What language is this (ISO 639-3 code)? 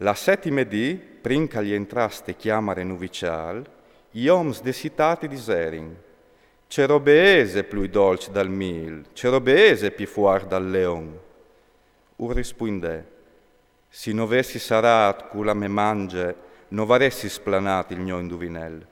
fur